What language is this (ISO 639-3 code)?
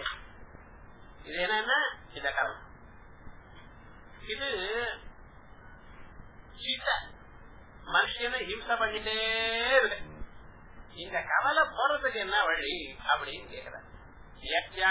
tam